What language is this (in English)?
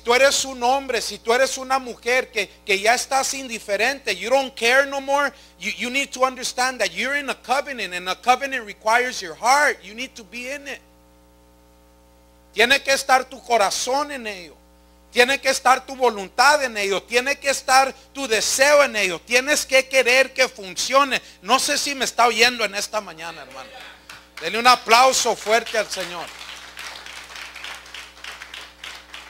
Spanish